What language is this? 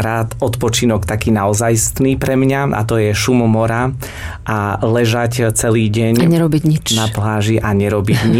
Slovak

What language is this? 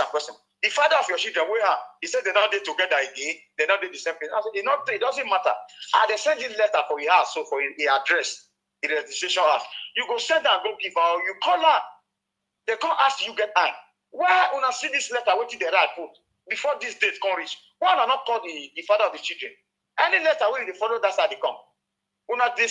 Nigerian Pidgin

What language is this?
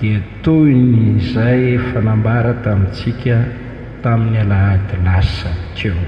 Malagasy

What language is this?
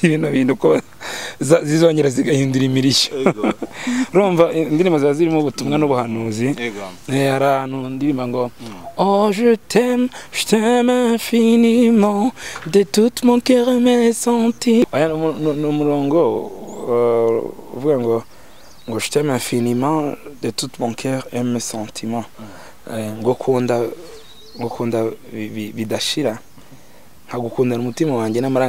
Kinyarwanda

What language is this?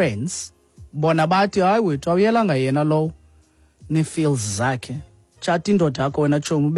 Xhosa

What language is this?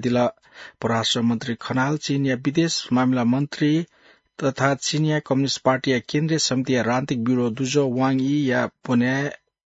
Newari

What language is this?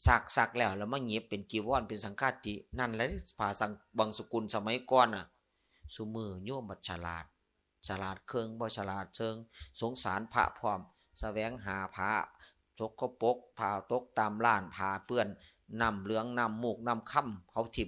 Northeastern Thai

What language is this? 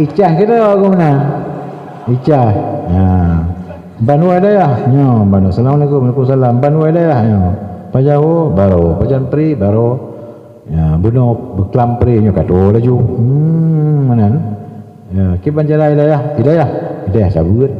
Achinese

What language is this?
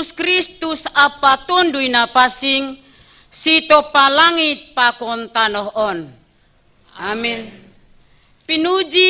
Batak Simalungun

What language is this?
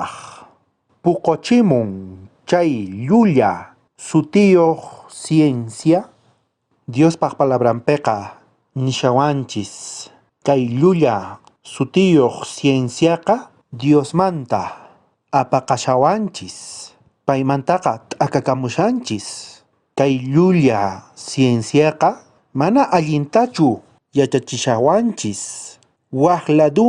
South Bolivian Quechua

